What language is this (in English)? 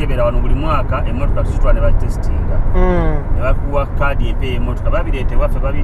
Ganda